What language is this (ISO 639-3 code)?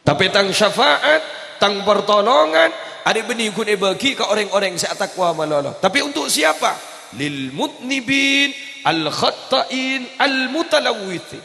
mad